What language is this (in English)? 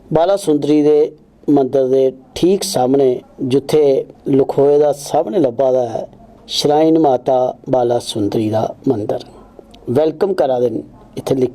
Dogri